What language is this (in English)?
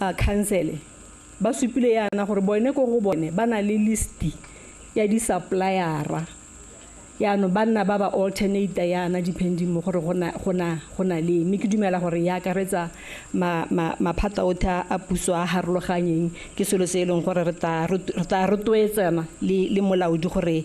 Tswana